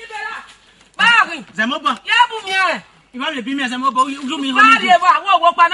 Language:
Esan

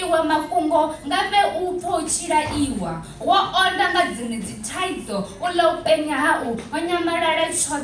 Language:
Venda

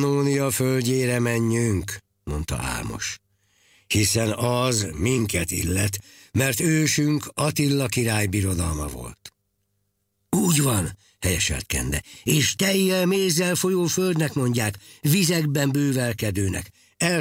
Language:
Hungarian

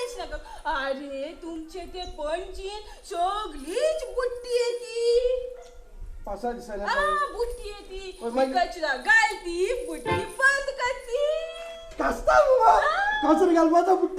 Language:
Konkani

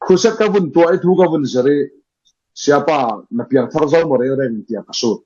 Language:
Falam Chin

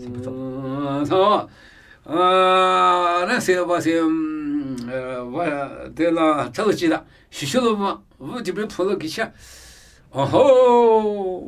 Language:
Namuyi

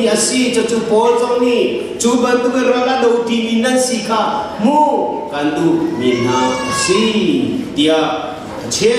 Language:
Hakha Chin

